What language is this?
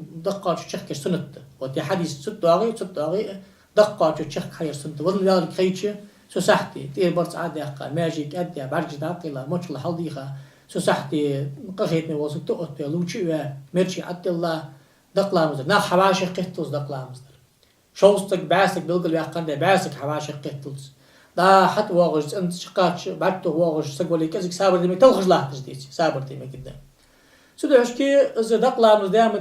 Ingush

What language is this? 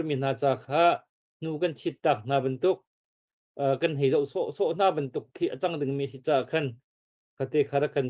Hakha Chin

